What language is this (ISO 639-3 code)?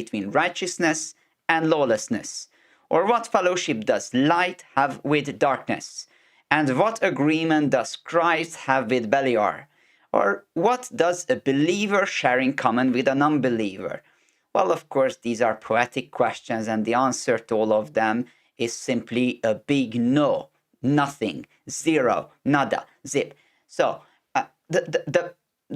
eng